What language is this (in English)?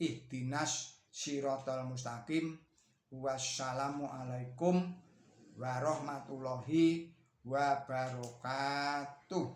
Javanese